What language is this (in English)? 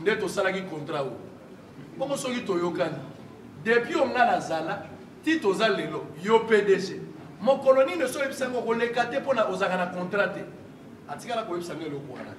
Lingala